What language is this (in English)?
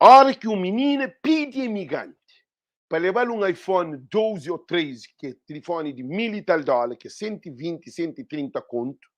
Kabuverdianu